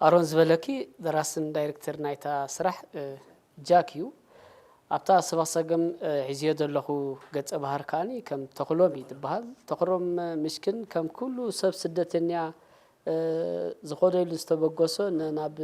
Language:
Tigrinya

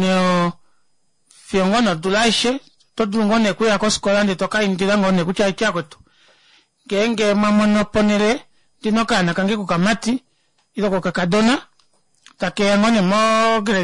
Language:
Kuanyama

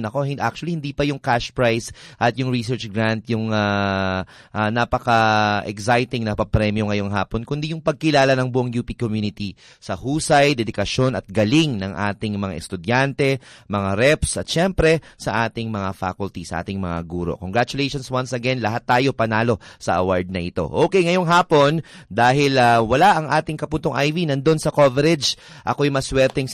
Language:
Filipino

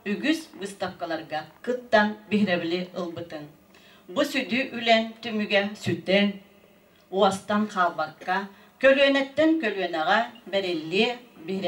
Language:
Yakut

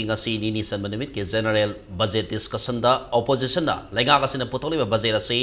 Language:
Manipuri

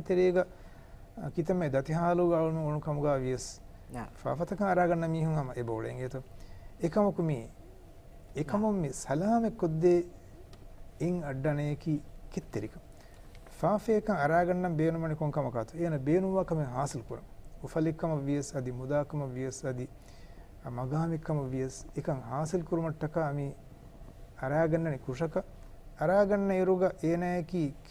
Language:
Divehi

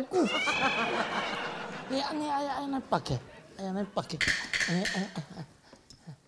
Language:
Chinese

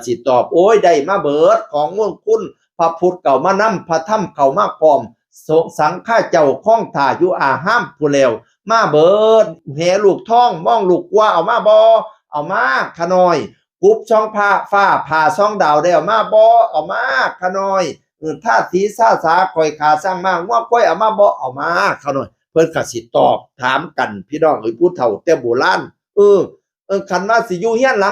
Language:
Northeastern Thai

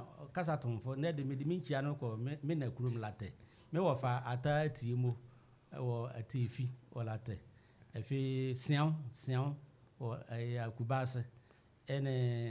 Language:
Akan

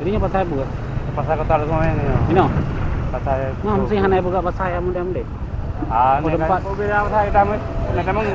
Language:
Achinese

